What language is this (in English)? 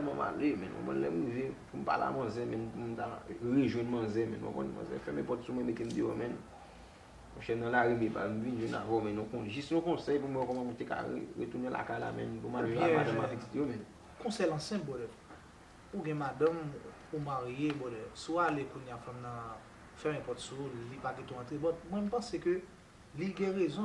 Haitian Creole